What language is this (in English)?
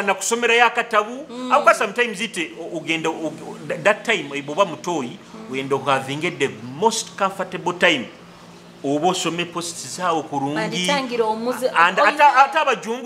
Nyoro